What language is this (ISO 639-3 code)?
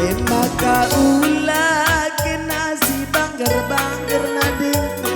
btx